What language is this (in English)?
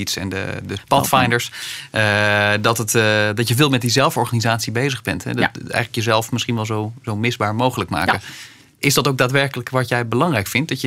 Dutch